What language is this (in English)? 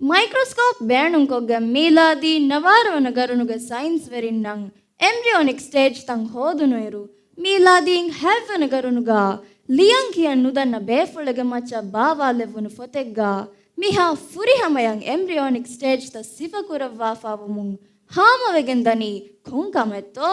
Divehi